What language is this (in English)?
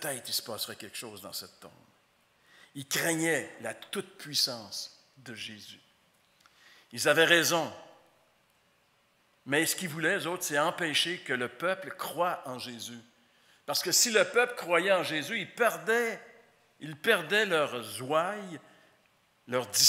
French